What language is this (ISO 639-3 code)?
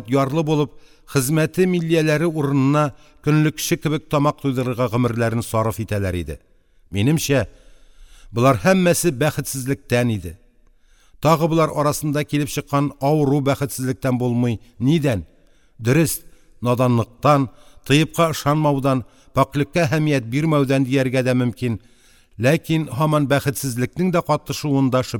tat